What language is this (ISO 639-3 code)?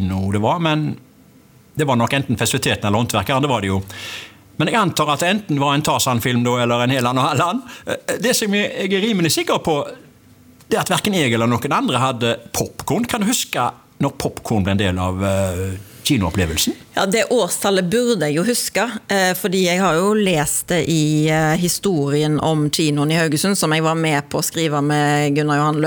nor